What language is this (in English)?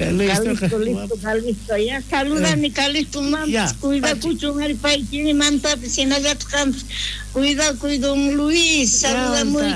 South Bolivian Quechua